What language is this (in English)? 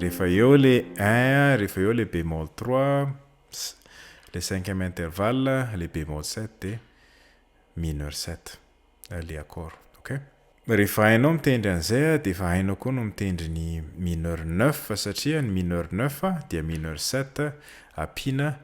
Malagasy